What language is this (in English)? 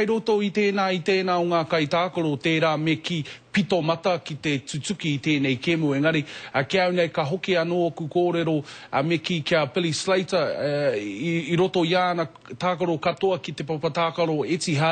Māori